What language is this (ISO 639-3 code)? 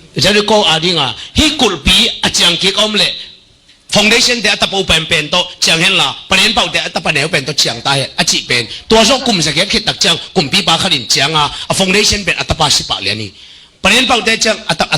ctd